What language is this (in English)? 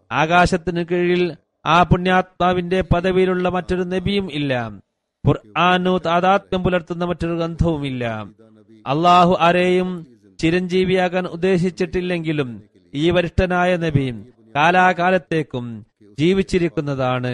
Malayalam